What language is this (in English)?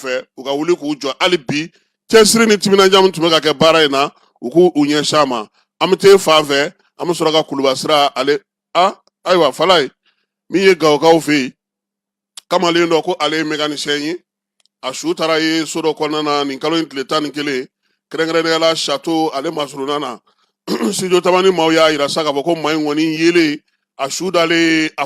Bambara